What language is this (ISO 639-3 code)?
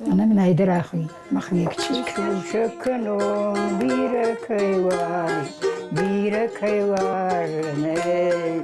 oss